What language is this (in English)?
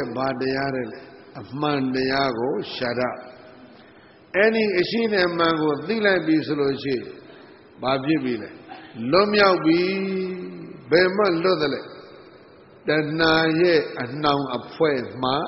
Burmese